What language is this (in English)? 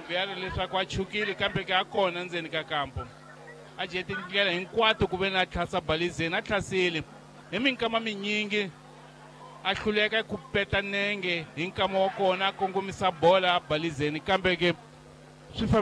Tsonga